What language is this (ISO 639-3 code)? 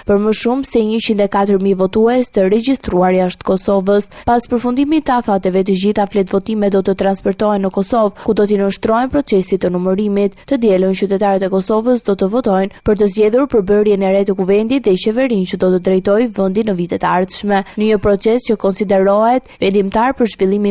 sqi